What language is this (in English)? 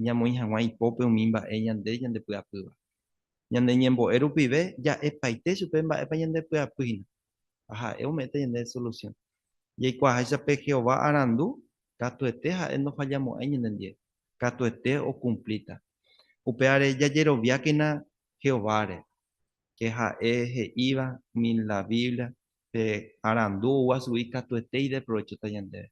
Guarani